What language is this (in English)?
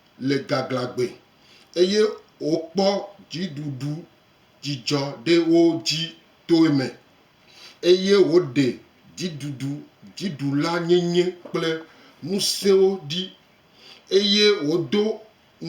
Gen